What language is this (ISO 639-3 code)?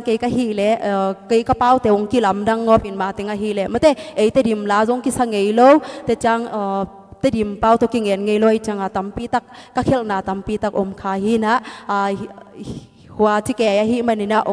ctd